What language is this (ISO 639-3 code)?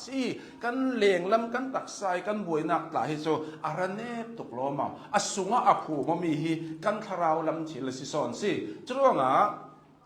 cnh